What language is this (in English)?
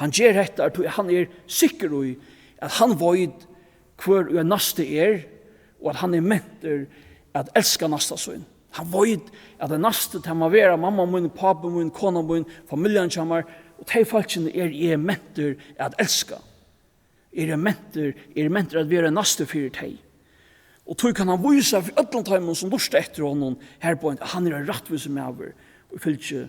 Faroese